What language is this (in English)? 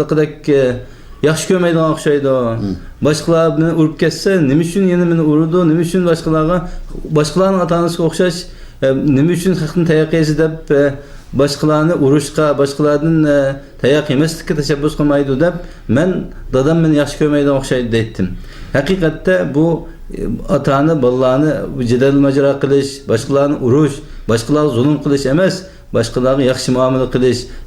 Uyghur